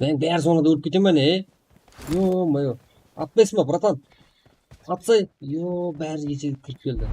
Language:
Kara-Kalpak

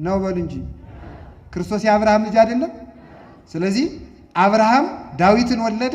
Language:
Amharic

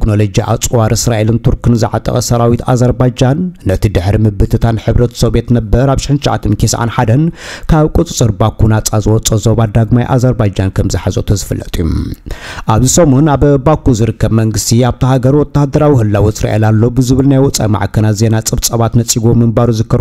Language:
Tigrinya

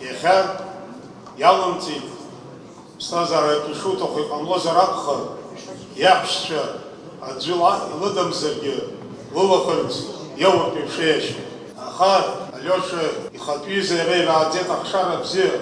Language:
Abkhazian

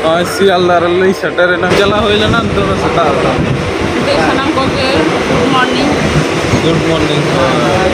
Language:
Santali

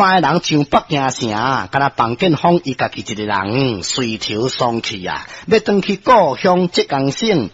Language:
Min Nan Chinese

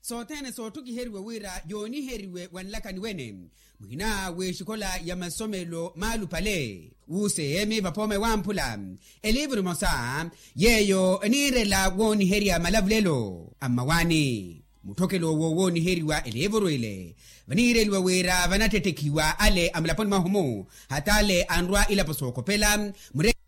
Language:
Makhuwa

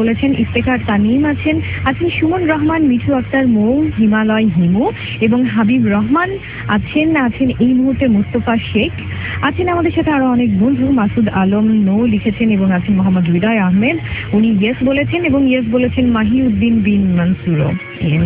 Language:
Bangla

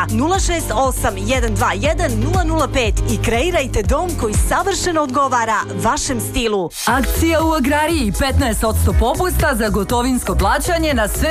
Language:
Serbian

